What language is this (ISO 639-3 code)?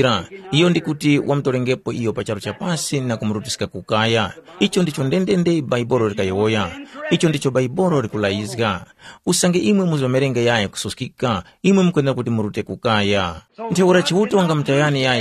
tum